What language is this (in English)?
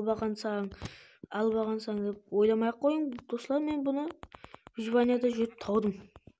Kara-Kalpak